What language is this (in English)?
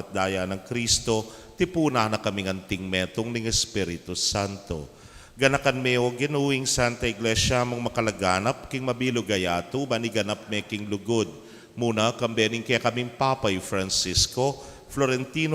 Pampanga